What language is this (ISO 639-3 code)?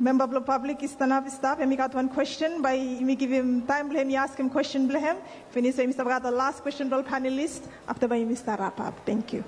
bis